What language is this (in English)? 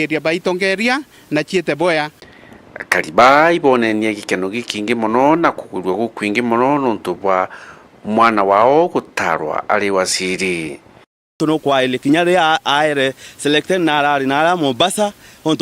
Meru